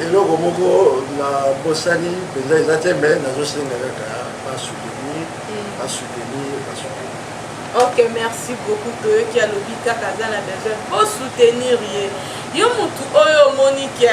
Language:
Lingala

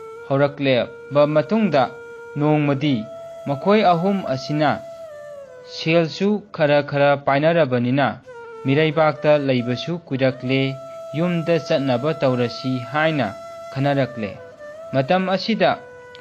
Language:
Manipuri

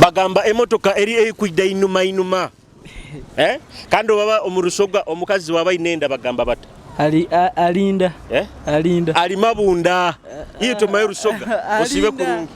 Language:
Nyoro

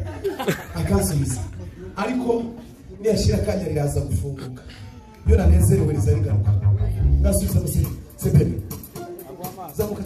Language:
Kinyarwanda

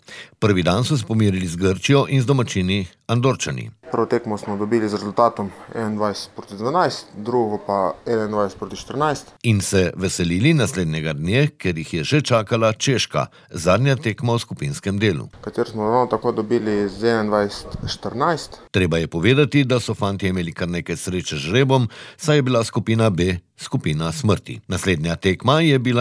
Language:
Slovenian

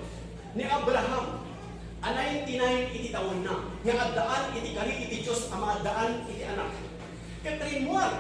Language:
Iloko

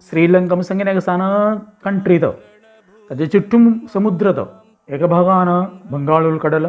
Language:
Konkani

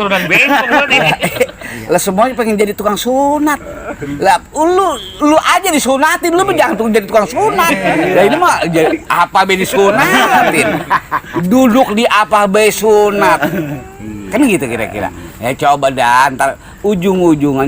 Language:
Betawi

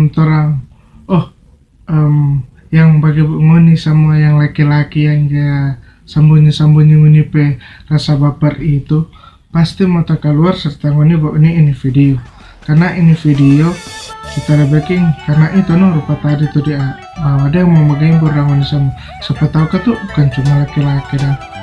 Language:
Manado Malay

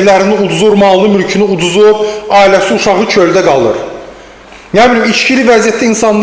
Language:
Azerbaijani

